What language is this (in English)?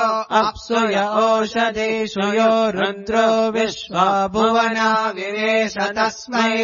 Sanskrit